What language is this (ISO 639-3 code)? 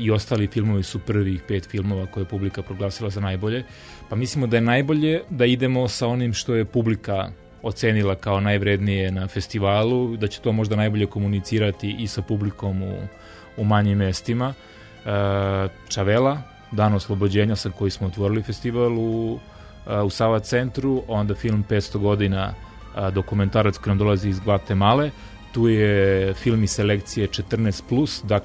srp